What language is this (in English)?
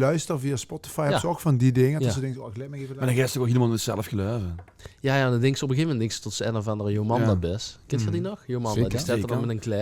Limburgish